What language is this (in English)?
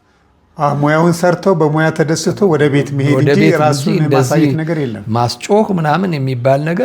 Amharic